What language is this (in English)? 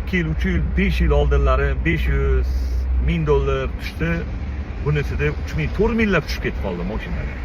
Uzbek